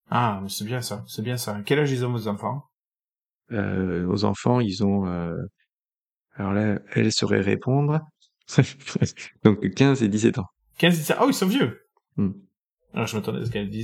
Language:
French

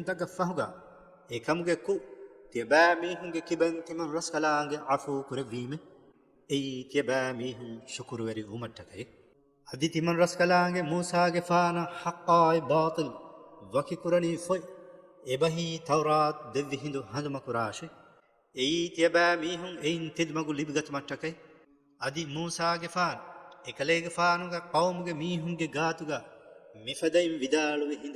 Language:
Divehi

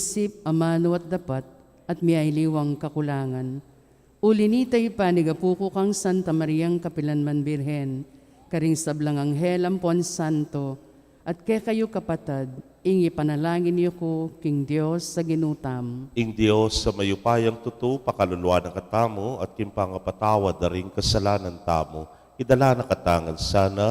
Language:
Pampanga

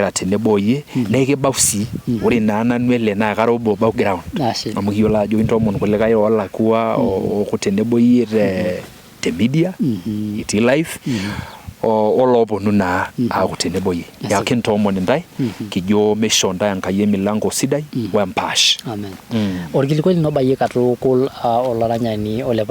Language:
Masai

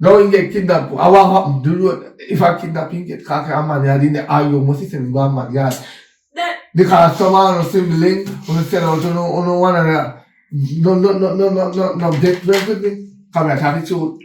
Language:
Jamaican Creole English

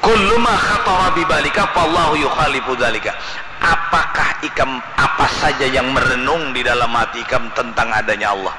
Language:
Banjar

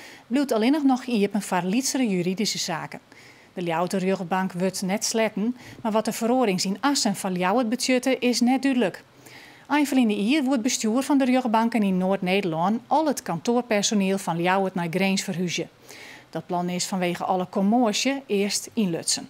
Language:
Western Frisian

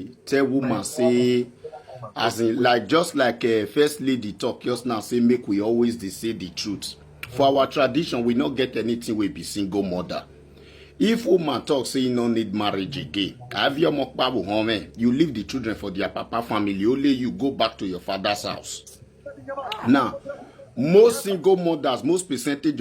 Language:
Nigerian Pidgin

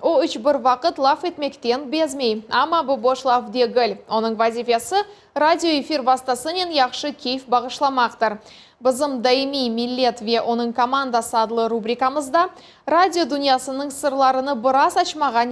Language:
Crimean Tatar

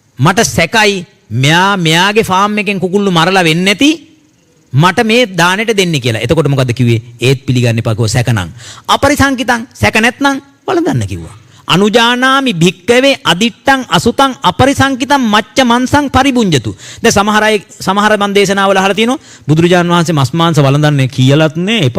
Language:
Sinhala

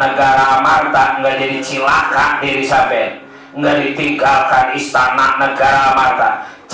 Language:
Betawi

